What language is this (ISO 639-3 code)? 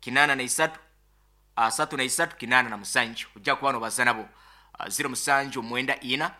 nyn